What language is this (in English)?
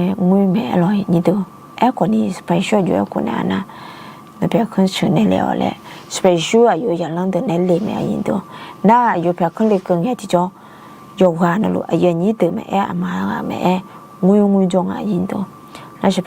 Akha